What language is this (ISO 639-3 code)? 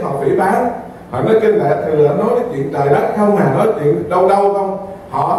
vie